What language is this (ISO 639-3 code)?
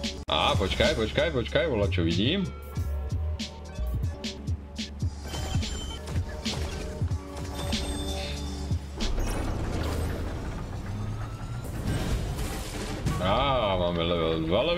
slk